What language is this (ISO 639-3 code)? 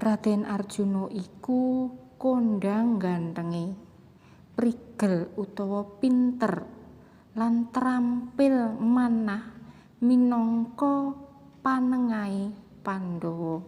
jav